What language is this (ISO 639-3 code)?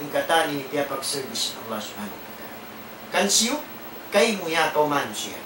tsg